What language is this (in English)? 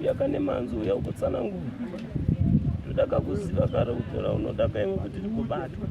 Shona